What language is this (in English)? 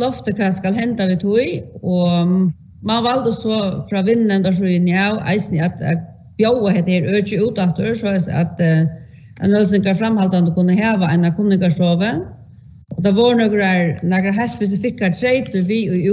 Faroese